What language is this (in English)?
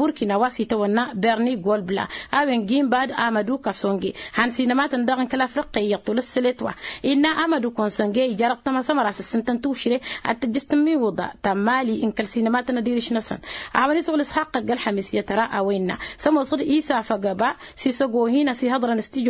Tamasheq